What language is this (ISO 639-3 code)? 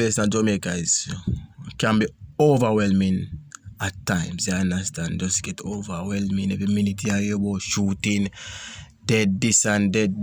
jam